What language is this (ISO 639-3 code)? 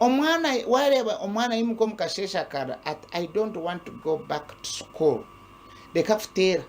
nyn